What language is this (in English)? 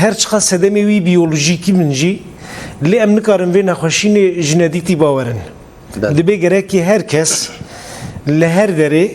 Kurdish